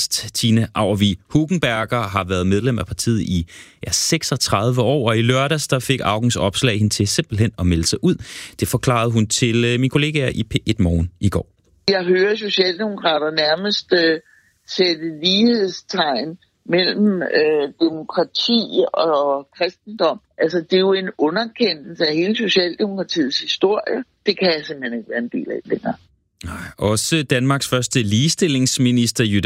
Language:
Danish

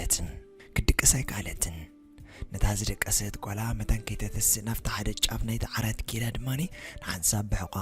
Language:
Tigrinya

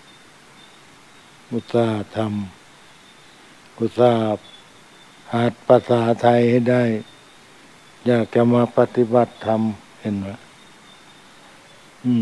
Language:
Thai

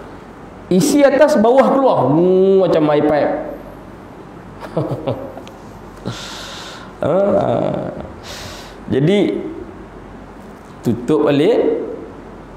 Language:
Malay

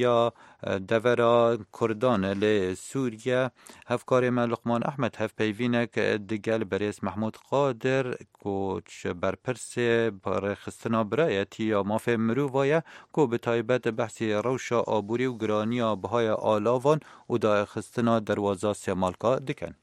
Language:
Kurdish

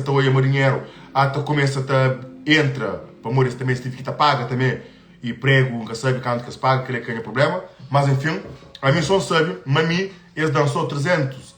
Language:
Kabuverdianu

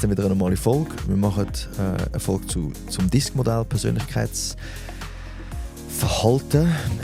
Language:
Swiss German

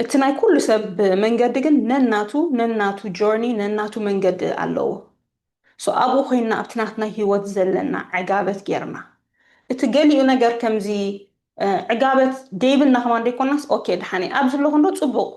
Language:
Tigrinya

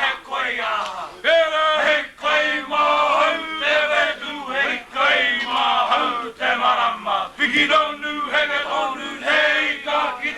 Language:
Māori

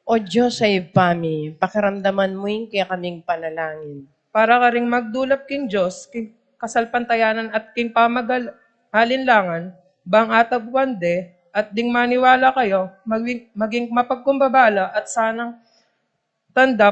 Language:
Pampanga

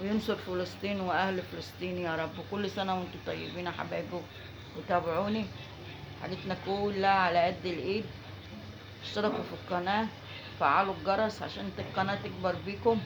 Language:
Egyptian Arabic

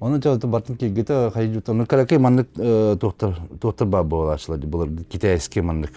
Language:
Yakut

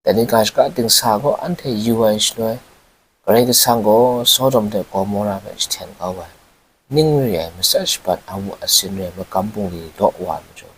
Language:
Kachin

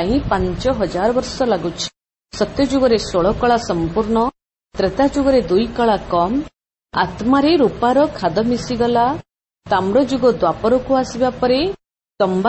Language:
Odia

